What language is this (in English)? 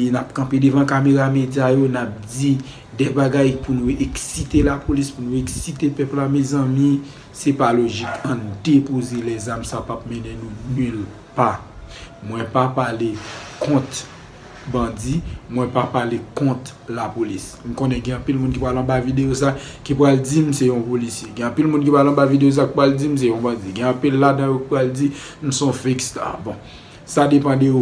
Haitian Creole